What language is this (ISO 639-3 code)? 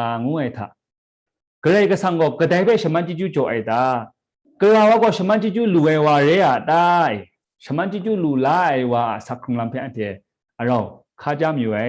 kac